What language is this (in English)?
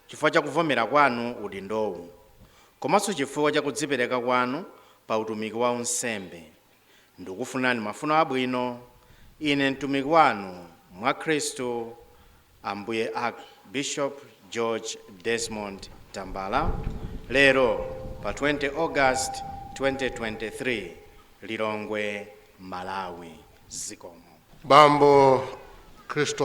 Nyanja